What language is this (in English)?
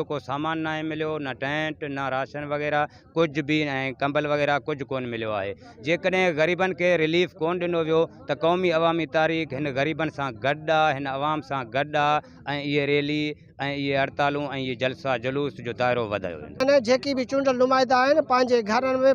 Sindhi